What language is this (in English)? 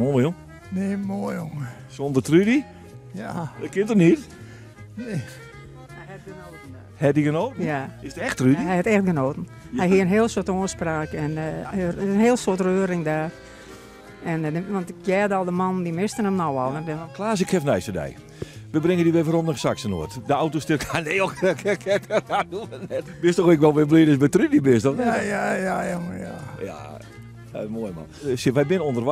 Western Frisian